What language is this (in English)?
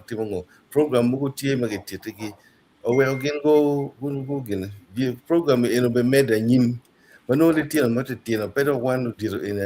Acoli